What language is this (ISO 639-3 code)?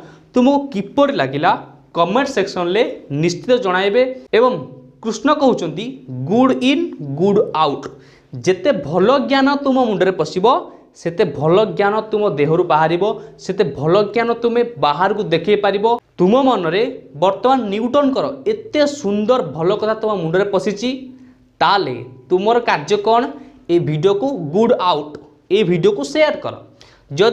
ori